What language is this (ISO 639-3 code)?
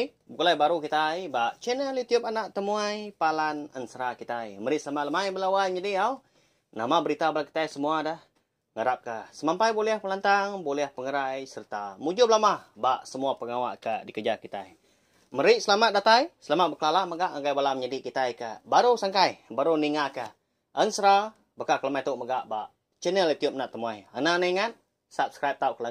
iba